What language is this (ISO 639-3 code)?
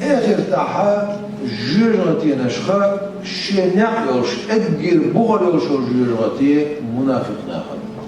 che